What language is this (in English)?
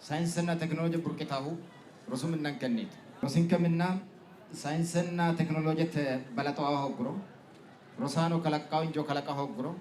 Sidamo